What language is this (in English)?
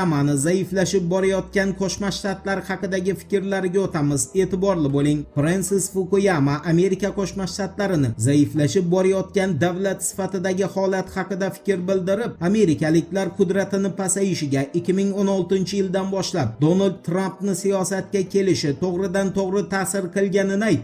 Uzbek